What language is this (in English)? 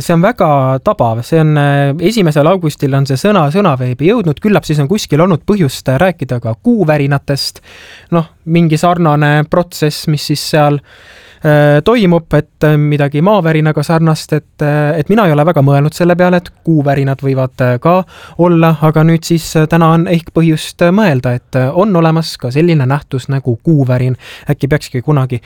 Estonian